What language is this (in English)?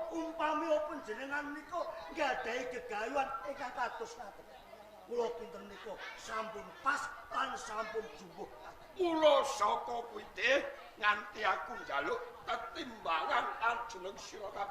Javanese